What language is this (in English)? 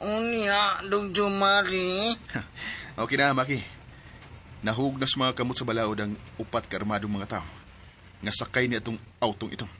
Cebuano